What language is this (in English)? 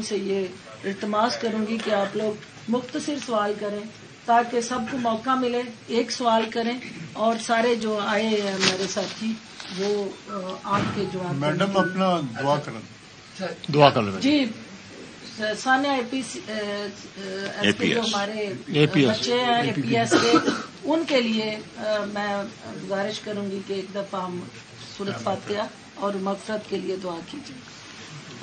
Urdu